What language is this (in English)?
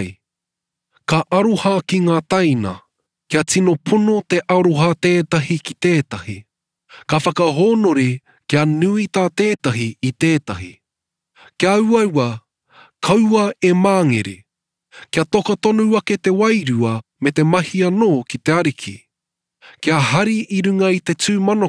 Māori